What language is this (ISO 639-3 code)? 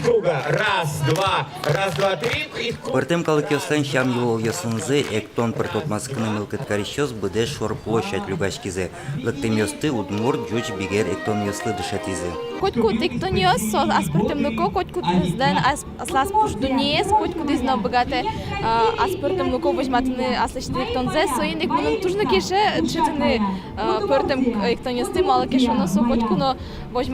udm